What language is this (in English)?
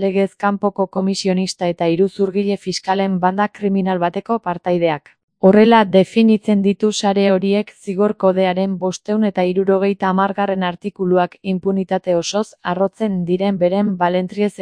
Basque